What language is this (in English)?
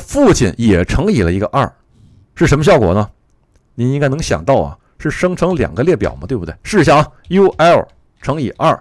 Chinese